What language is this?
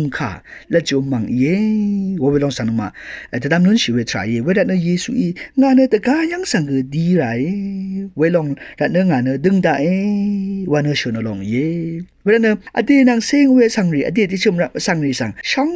Rawang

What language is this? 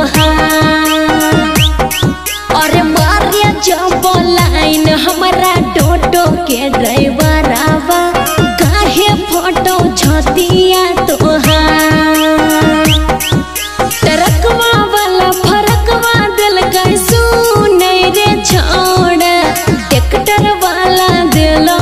Bhojpuri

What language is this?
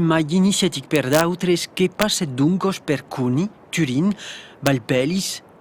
Occitan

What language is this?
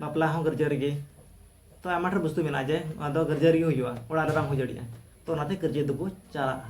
Santali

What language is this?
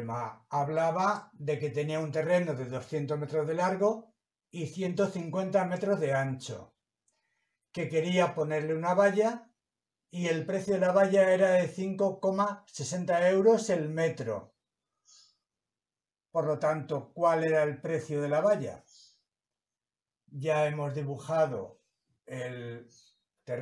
Spanish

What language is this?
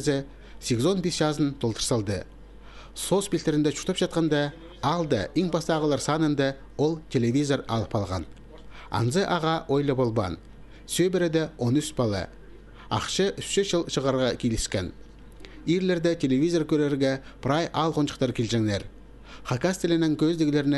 Khakas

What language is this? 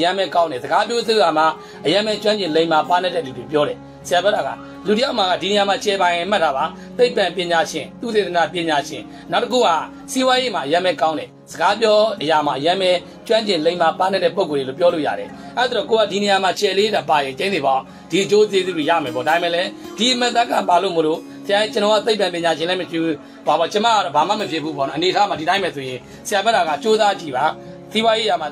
Burmese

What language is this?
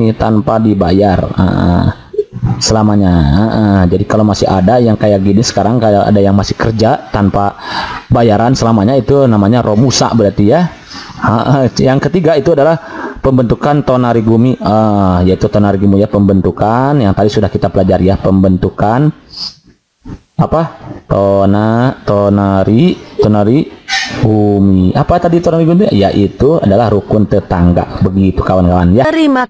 Indonesian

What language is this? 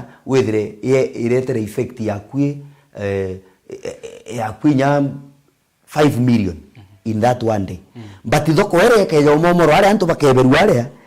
Meru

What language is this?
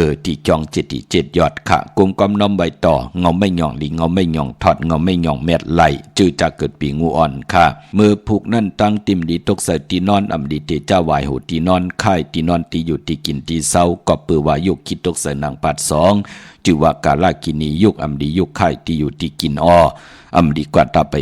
Shan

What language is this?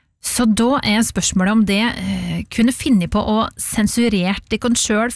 Norwegian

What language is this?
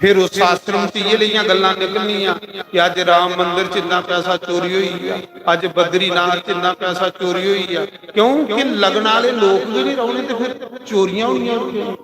Dogri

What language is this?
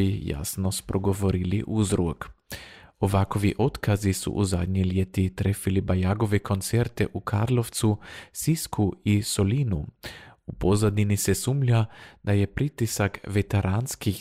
Croatian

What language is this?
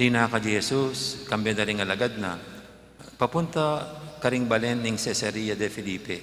Pampanga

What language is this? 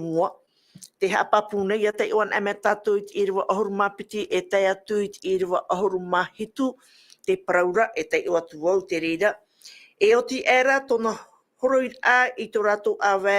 Tahitian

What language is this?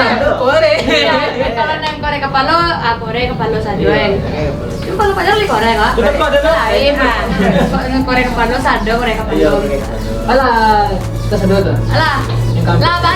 Minangkabau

